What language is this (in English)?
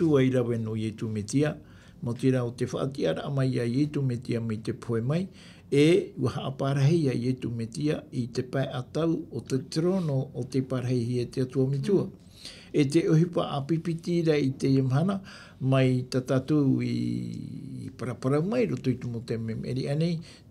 Tahitian